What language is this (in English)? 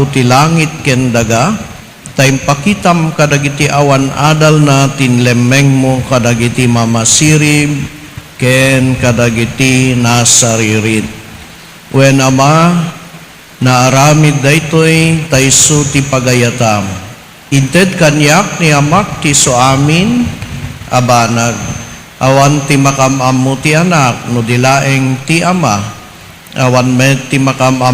Iloko